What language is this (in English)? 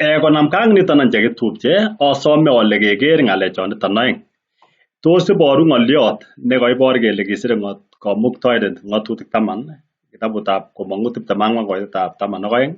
Kalenjin